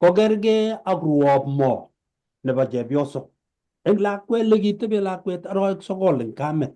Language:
Kalenjin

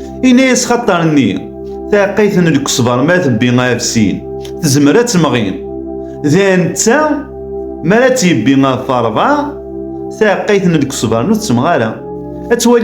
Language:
Kabyle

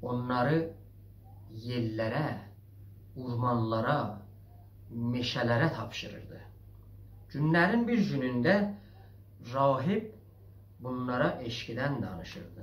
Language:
South Azerbaijani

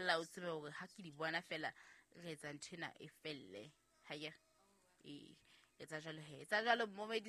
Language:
Southern Sotho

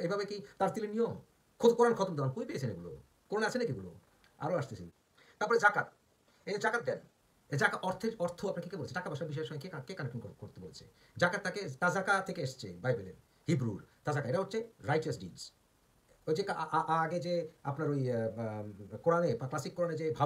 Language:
Bangla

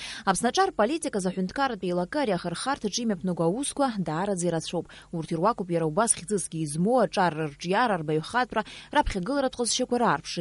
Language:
Abkhazian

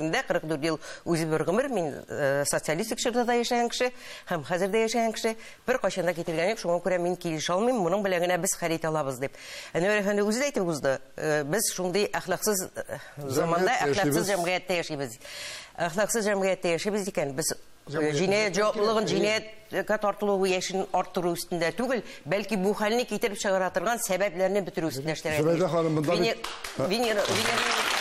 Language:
Tatar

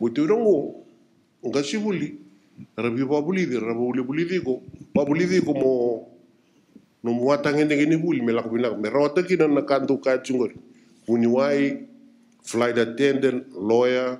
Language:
Fijian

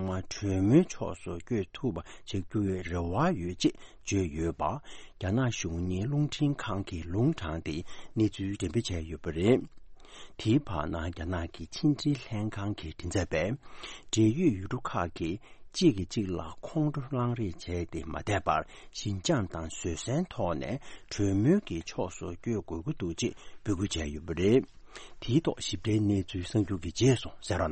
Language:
Tibetan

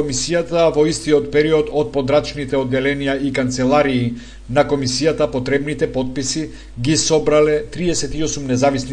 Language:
Macedonian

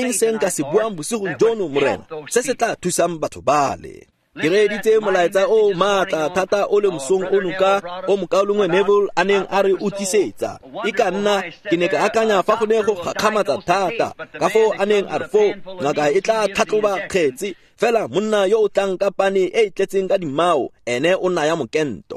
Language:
Tswana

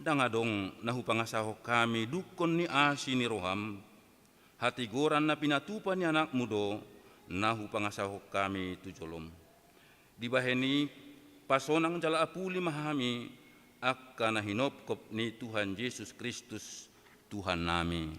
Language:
Batak Toba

